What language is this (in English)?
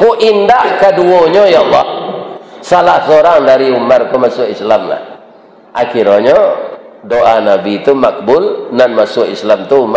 Minangkabau